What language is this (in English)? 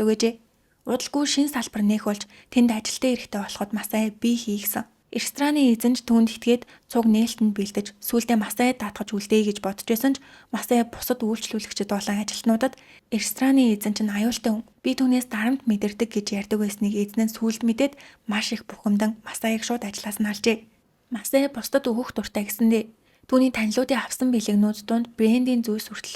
Mongolian